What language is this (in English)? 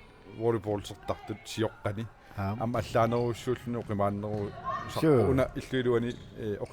Kalaallisut